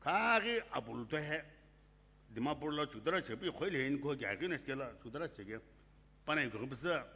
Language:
Sumi Naga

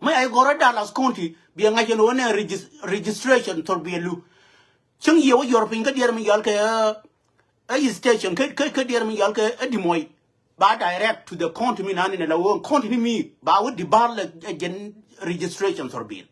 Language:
Nuer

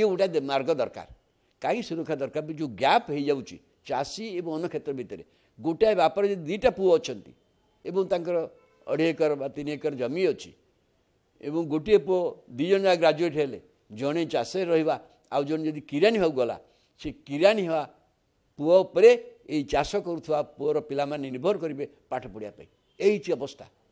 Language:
Odia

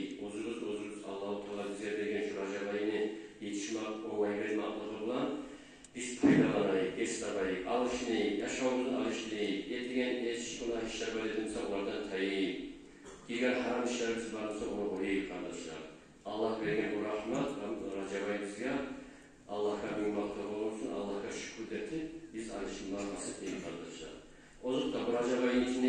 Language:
Kumyk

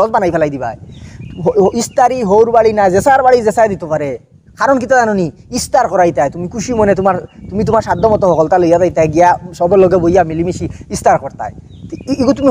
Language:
Sylheti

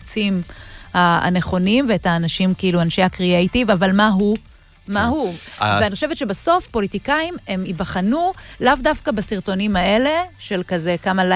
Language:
Hebrew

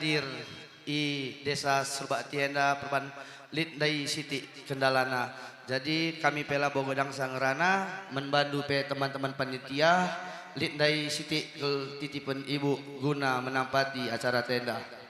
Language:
Batak Karo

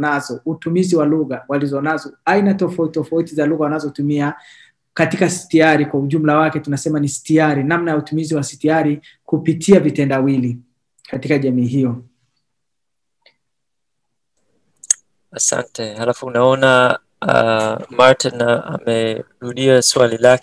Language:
Swahili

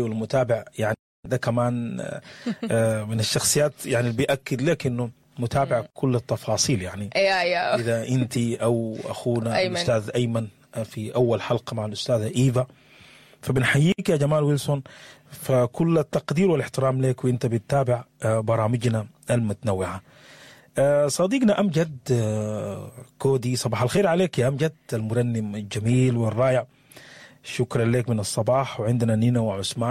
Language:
Sudanese Arabic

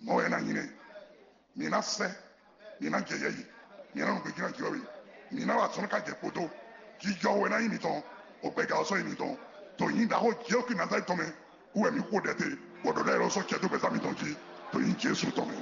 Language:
Fon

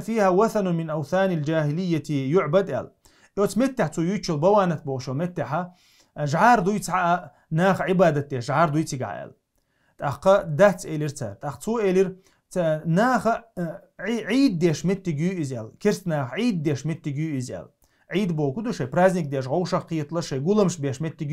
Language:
Chechen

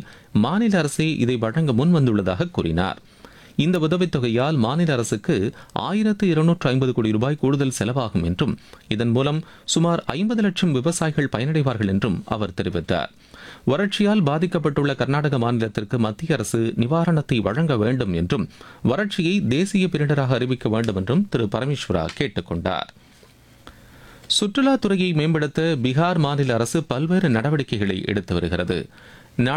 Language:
Tamil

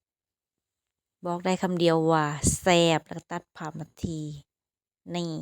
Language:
Lao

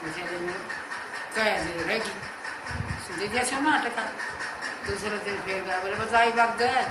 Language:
Haryanvi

